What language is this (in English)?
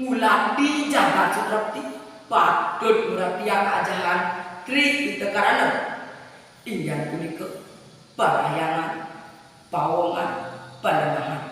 Balinese